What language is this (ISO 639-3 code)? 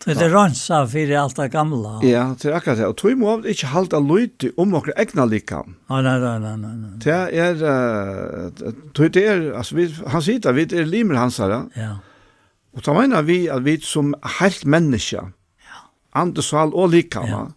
fao